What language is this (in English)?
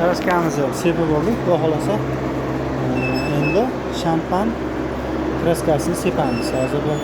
Uzbek